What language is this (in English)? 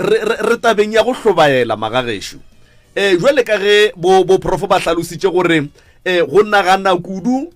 Northern Sotho